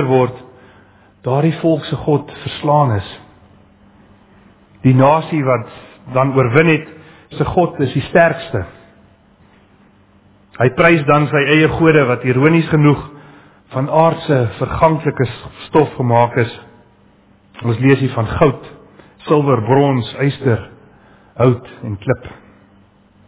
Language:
Afrikaans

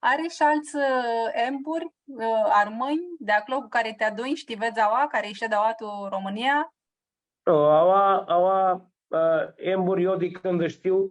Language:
Aromanian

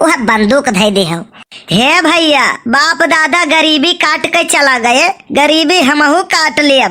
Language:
Awadhi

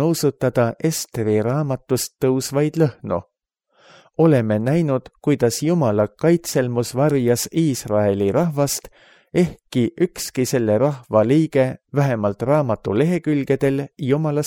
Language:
Estonian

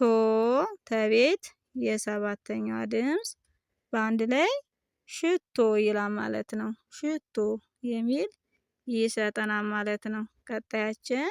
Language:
Amharic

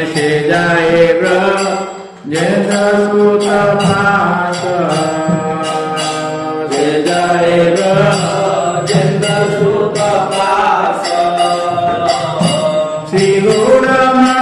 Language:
Odia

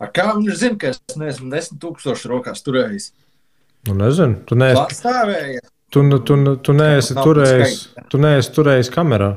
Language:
Latvian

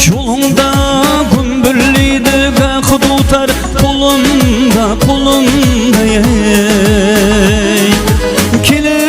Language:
Kara-Kalpak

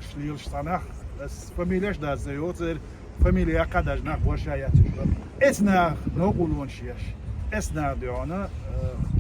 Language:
Chechen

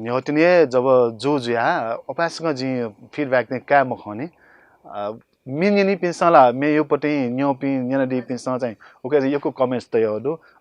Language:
Newari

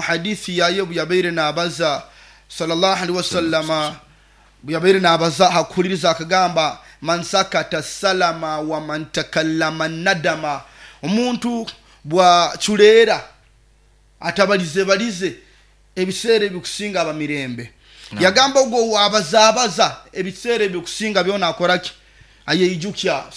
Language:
Nyoro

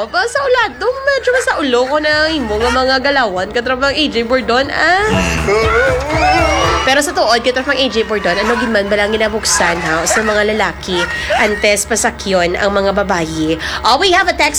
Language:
Hiligaynon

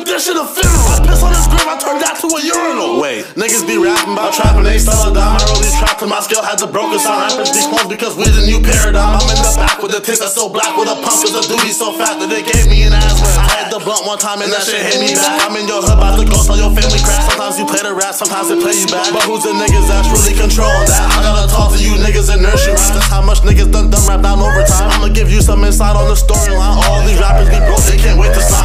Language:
English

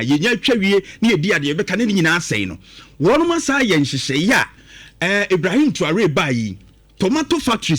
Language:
Akan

